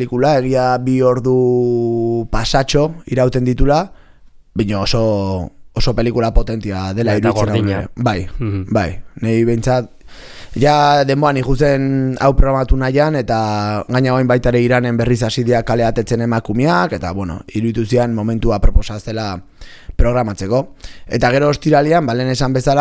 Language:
Basque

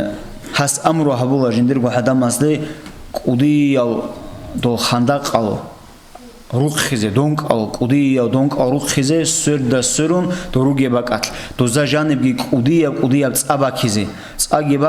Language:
Avaric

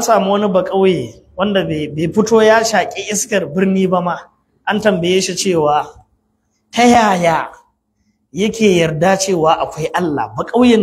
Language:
Hausa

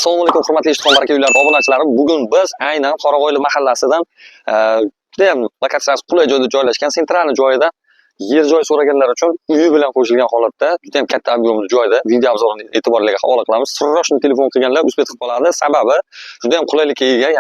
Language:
Uzbek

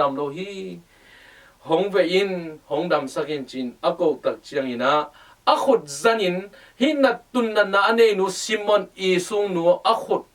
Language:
Tedim Chin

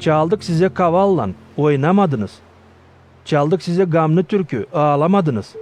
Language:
Gagauz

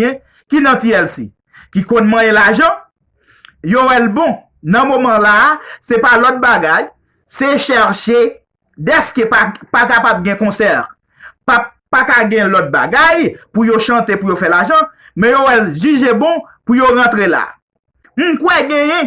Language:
Haitian Creole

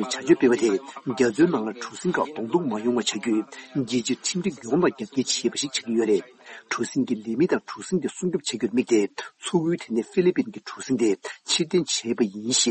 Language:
Tibetan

